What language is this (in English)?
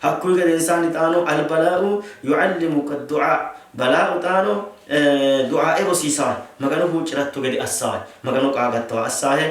Sidamo